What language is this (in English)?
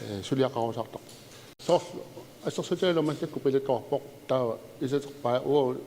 Kalaallisut